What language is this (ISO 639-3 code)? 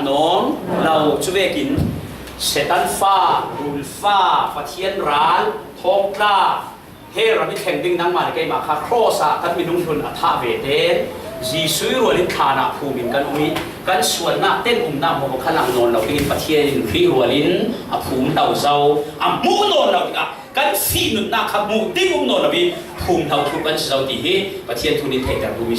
cfm